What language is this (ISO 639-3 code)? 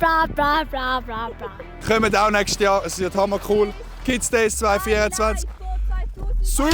gsw